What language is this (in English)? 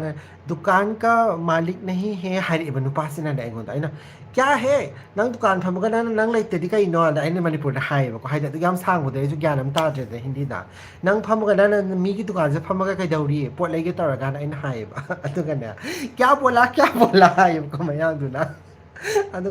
Manipuri